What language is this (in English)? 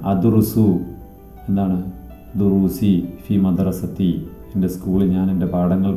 Malayalam